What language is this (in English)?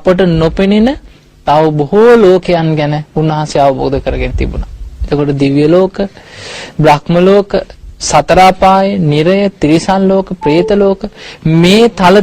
Sinhala